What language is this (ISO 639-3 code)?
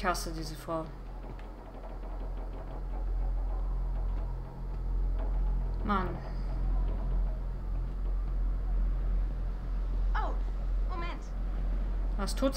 deu